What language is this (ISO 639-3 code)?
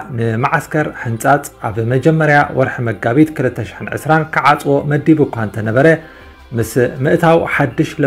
tir